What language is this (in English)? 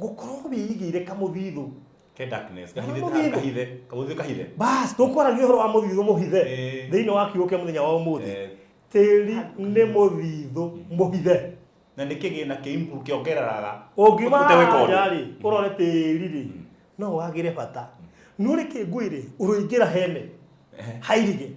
Kikuyu